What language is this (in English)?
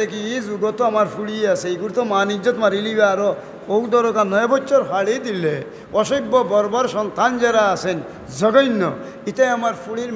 Sylheti